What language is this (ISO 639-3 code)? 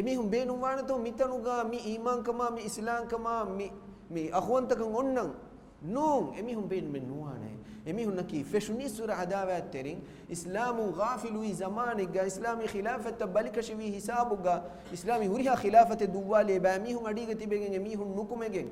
div